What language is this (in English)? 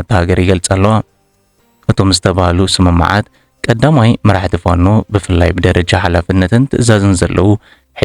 Tigrinya